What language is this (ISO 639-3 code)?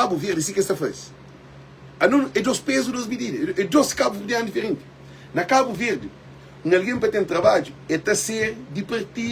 kea